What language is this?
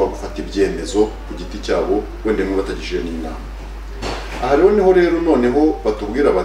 Kinyarwanda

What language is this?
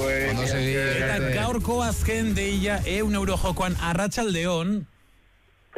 Basque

